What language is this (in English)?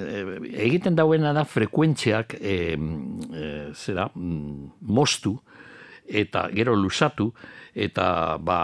Basque